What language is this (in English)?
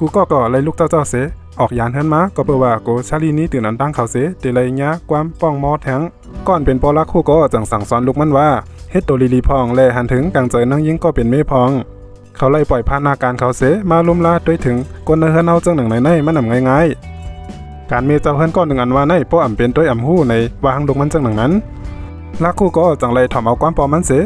Shan